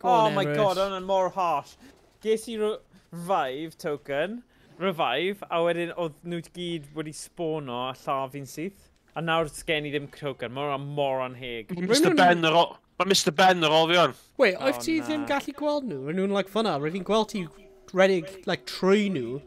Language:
Welsh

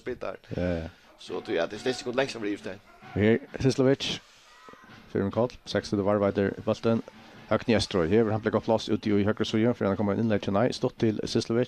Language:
Faroese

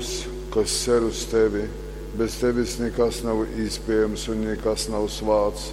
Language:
Latgalian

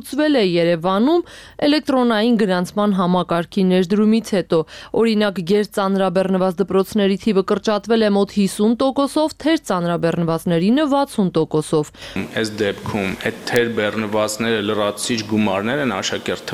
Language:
Armenian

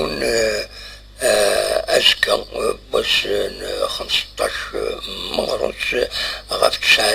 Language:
Kabyle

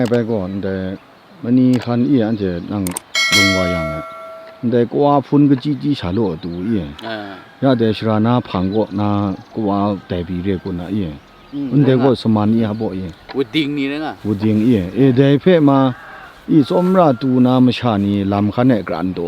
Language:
Kachin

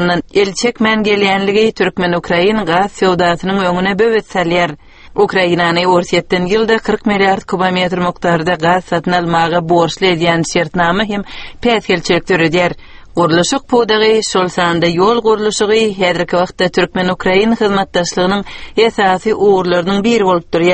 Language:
Turkmen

